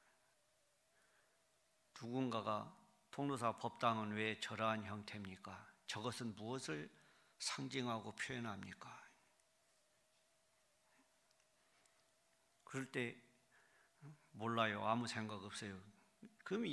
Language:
Korean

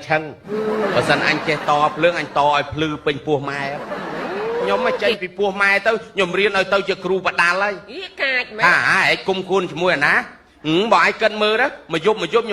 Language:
Khmer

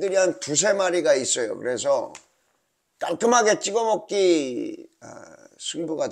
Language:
Korean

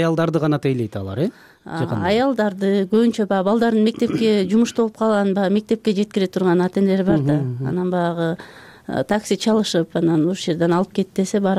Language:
Kyrgyz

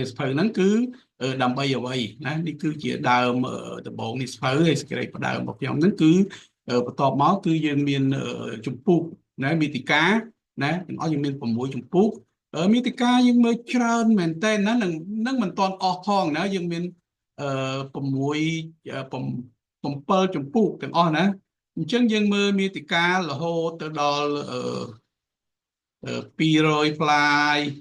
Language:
Khmer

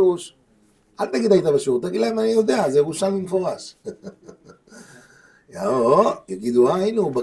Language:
Hebrew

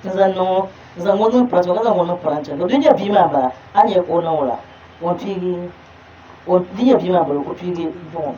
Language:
Dagbani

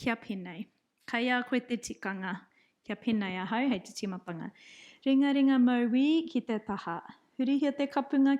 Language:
Māori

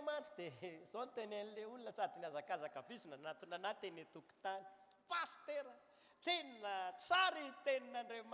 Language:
Malagasy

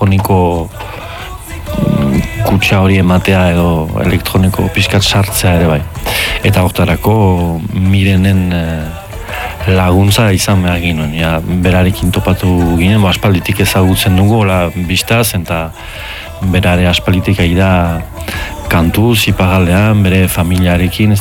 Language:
Basque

